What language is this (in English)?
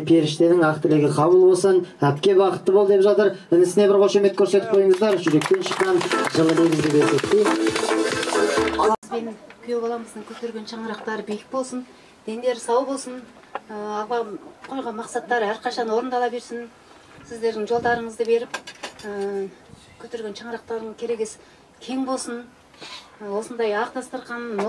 Kazakh